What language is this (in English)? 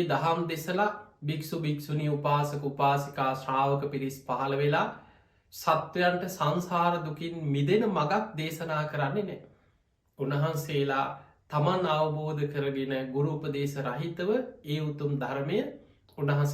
Sinhala